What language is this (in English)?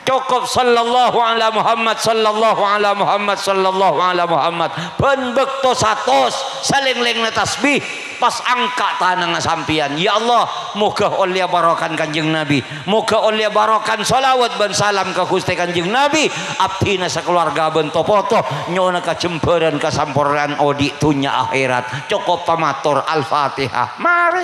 Madurese